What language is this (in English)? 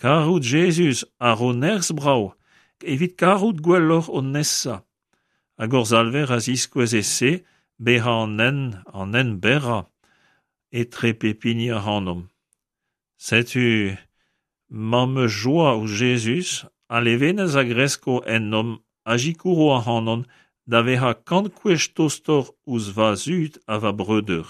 Breton